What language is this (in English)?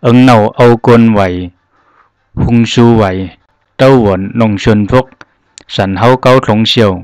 Zhuang